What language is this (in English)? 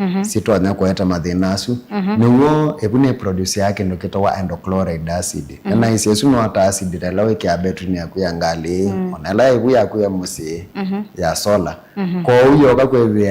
Kamba